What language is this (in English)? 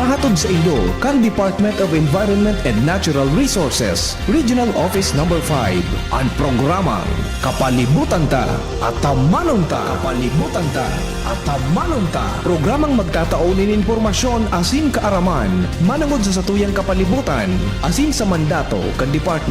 Bikol